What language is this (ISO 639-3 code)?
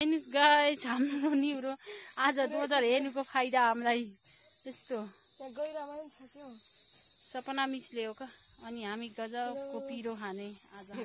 nep